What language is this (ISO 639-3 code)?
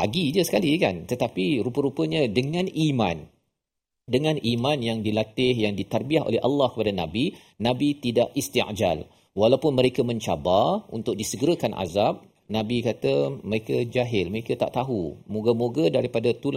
msa